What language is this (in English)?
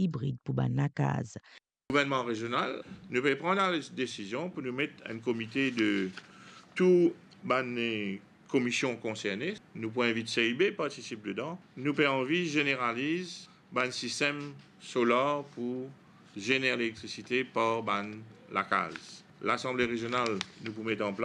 Morisyen